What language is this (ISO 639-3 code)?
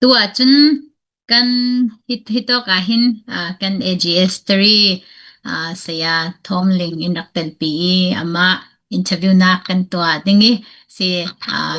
cfm